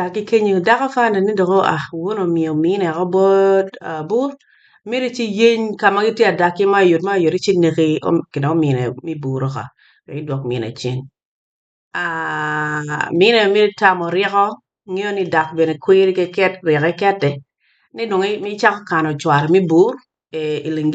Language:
Acoli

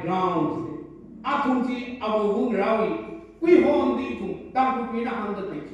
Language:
Tangkhul Naga (India)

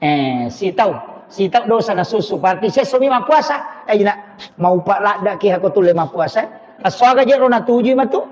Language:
Buginese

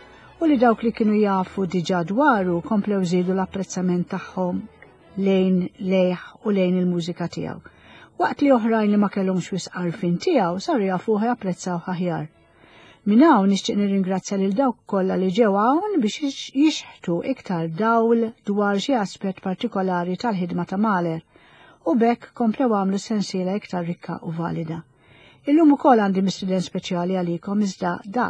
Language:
Maltese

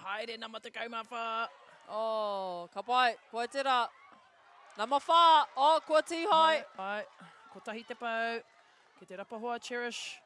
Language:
Māori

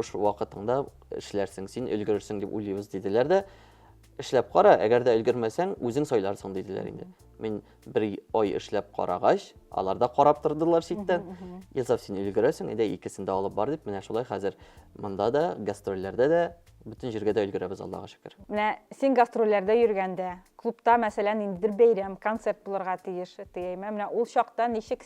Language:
Tatar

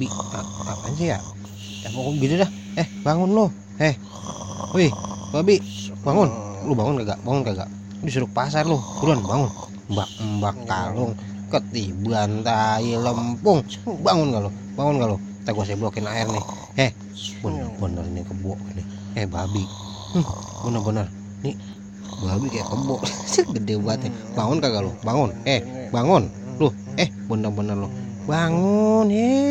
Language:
Betawi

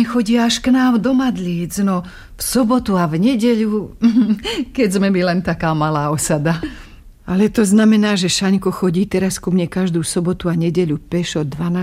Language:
Slovak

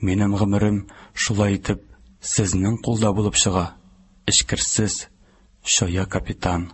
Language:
Tatar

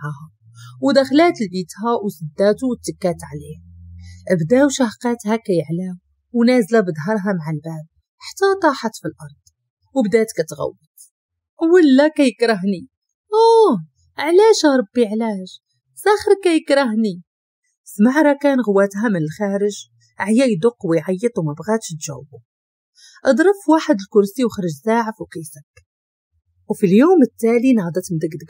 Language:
Moroccan Arabic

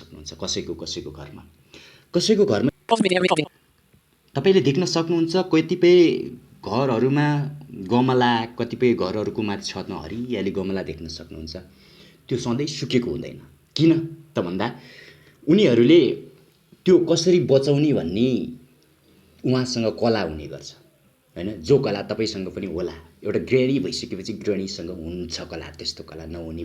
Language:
Nepali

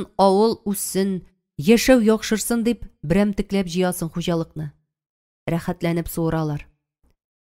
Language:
Tatar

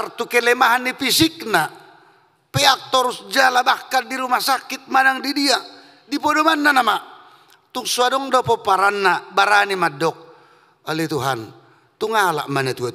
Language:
Batak Toba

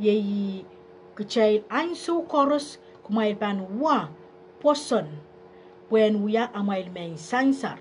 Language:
Pohnpeian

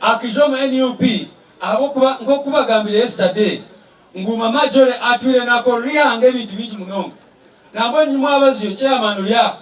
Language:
Nyankole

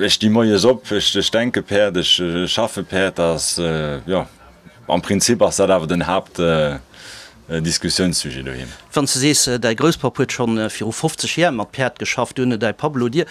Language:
Luxembourgish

